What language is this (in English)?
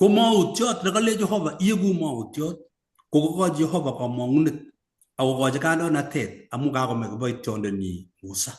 Kalenjin